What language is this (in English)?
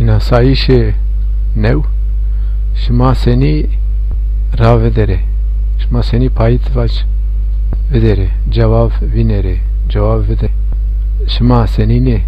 Zaza